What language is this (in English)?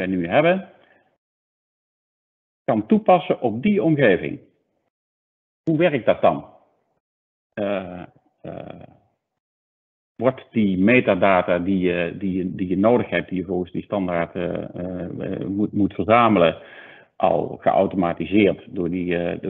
Dutch